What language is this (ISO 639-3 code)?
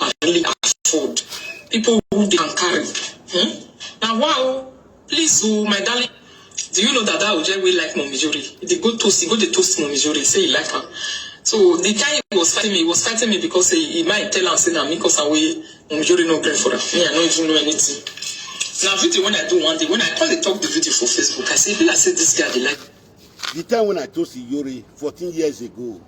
pcm